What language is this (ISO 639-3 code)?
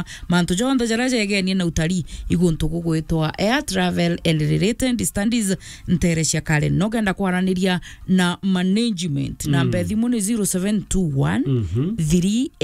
mer